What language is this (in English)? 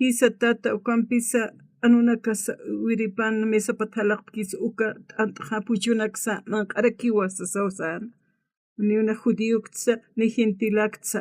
Aymara